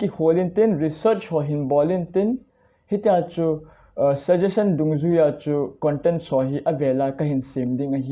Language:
Thado Chin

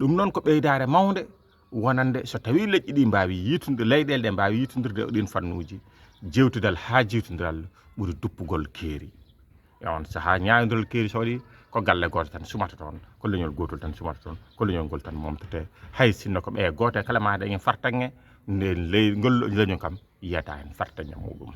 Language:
Fula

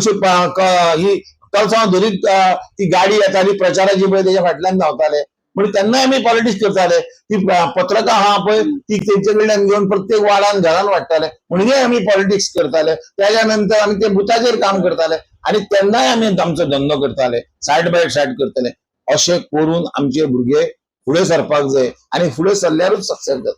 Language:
Konkani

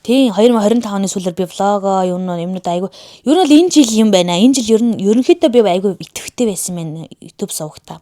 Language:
Mongolian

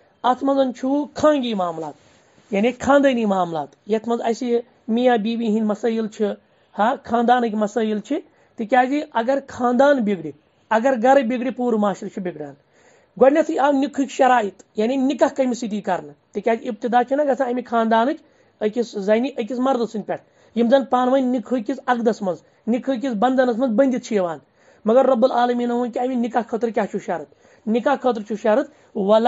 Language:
Kashmiri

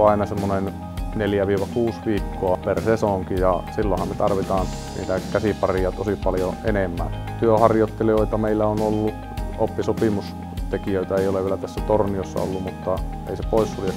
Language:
Finnish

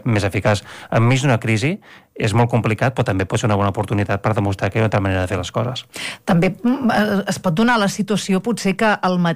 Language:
Catalan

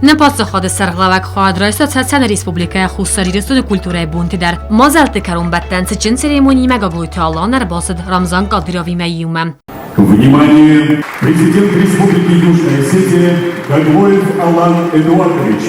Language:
Ossetic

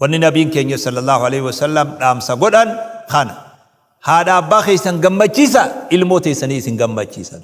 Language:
Oromo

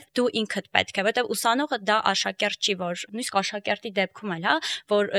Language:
Armenian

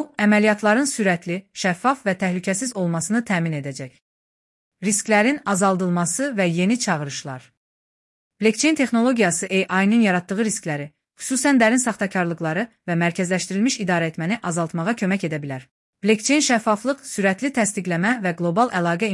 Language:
Azerbaijani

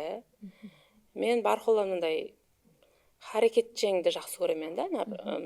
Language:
Kara-Kalpak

